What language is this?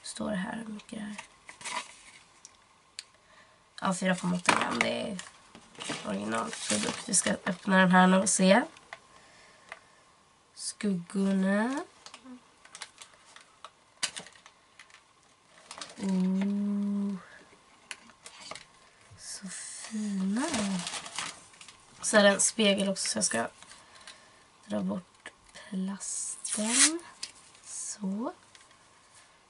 Swedish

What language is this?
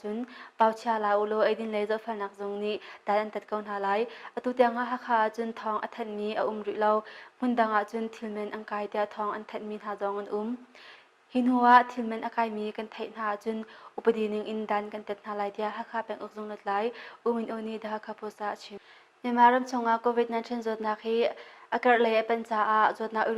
Hakha Chin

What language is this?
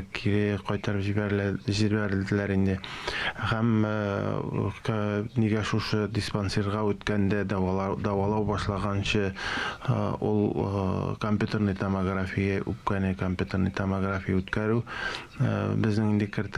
Tatar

